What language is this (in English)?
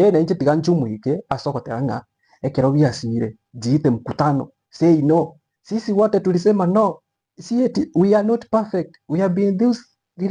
Gusii